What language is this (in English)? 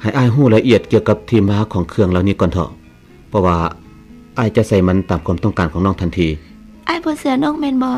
Lao